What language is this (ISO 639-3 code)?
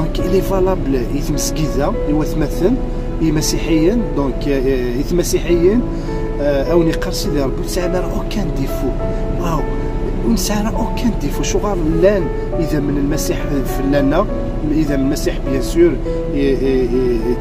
kab